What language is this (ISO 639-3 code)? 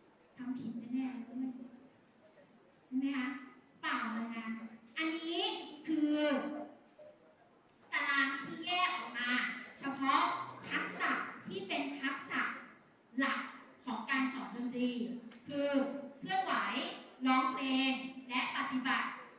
tha